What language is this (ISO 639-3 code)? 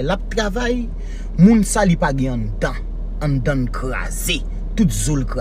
hat